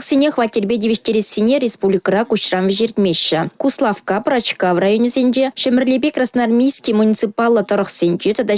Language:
Chuvash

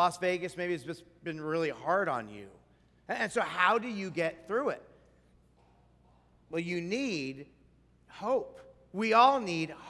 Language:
English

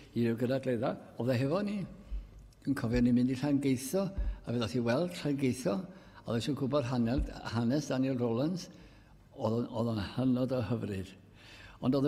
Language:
Welsh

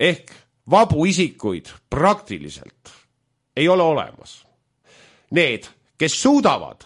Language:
Estonian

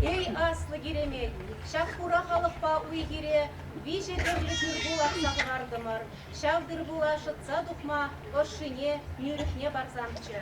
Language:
Chuvash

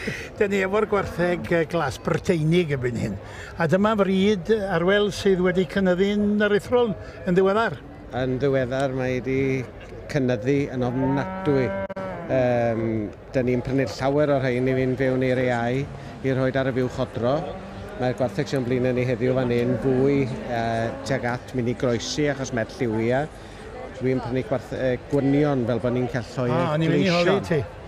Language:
Welsh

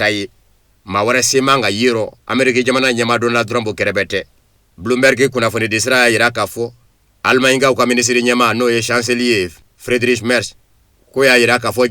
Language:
Bambara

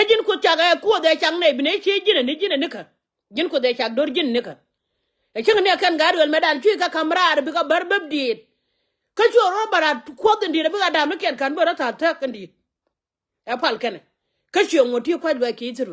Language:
Nuer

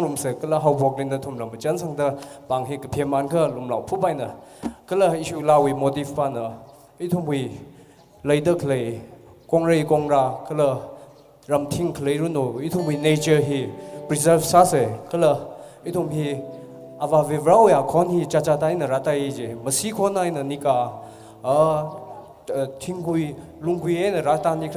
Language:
Tangkhul Naga (India)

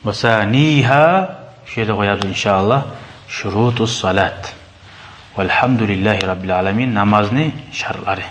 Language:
Kumyk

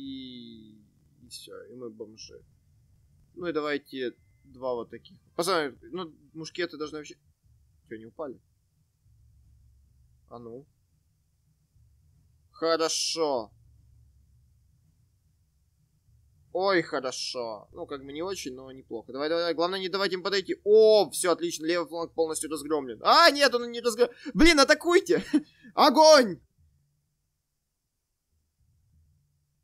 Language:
Russian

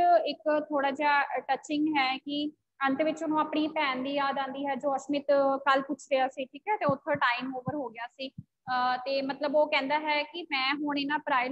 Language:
Punjabi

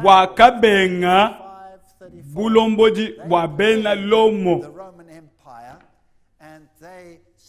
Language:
Luba-Lulua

